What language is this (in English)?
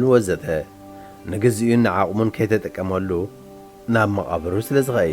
Tigrinya